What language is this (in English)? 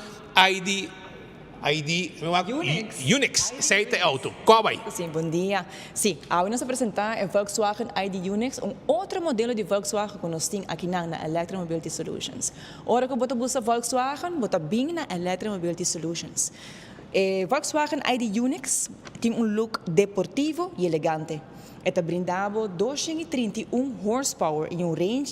Papiamento